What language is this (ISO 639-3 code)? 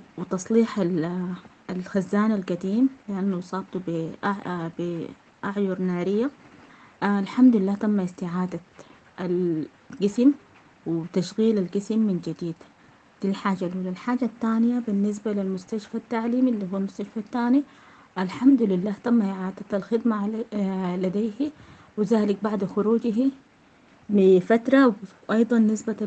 apd